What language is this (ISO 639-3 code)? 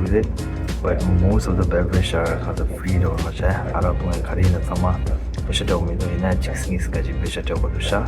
bod